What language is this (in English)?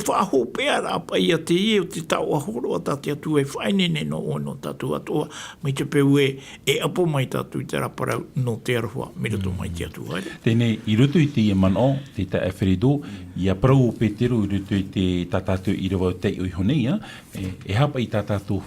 Tahitian